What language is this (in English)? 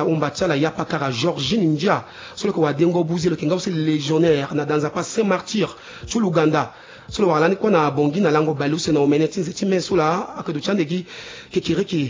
Sango